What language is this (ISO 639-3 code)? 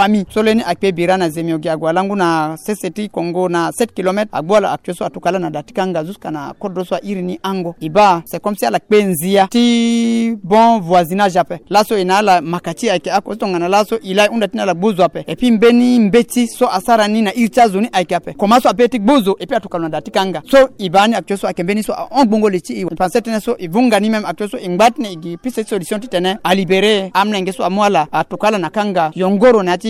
sag